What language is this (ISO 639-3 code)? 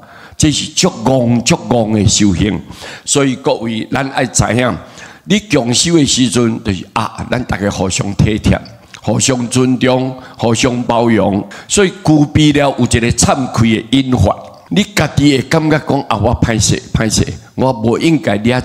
nan